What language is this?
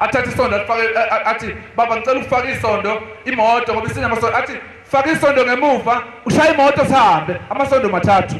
Zulu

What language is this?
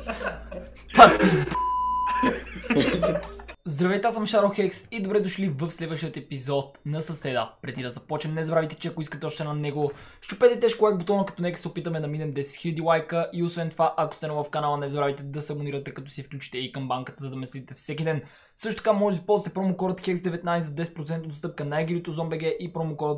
Bulgarian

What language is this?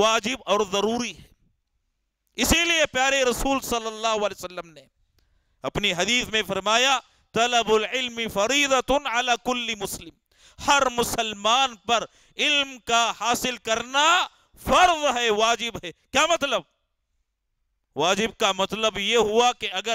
Urdu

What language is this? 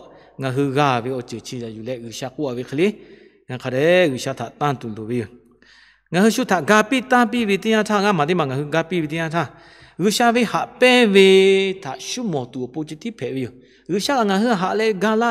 Lahu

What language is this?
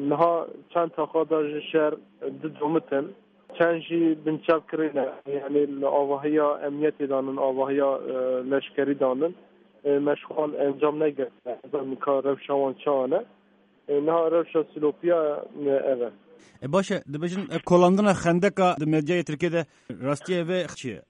Kurdish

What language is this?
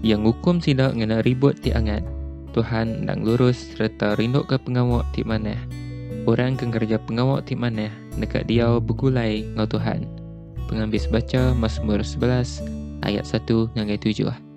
Iban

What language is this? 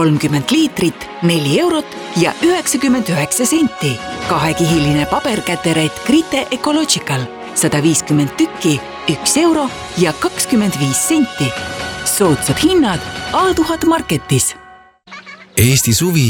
Estonian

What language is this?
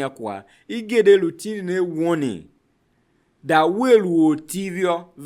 Tiv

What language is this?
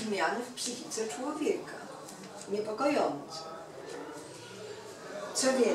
Polish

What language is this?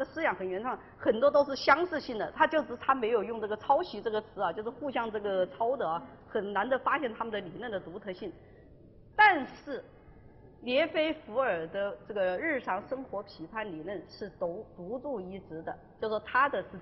Chinese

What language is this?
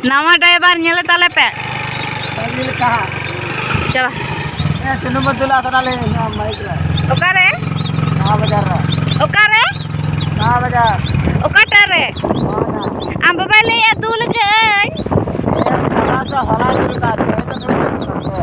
Santali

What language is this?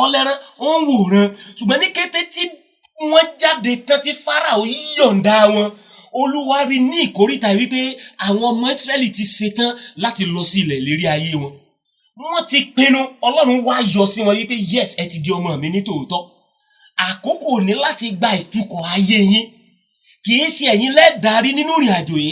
Yoruba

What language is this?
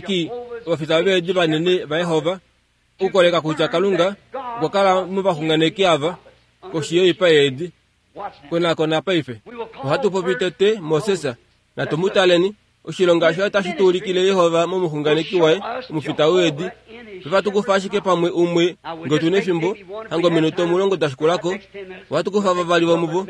Kuanyama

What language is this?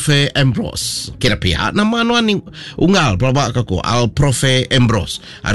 Iban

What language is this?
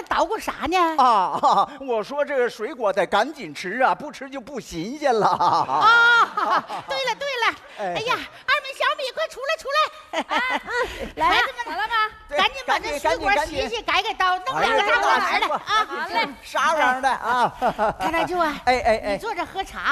Chinese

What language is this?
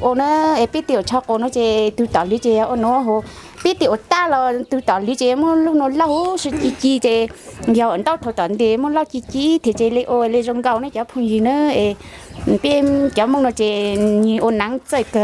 Hmong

